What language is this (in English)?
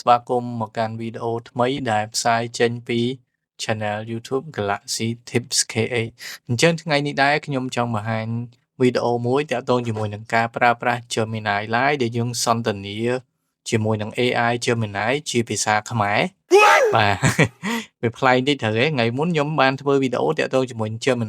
Khmer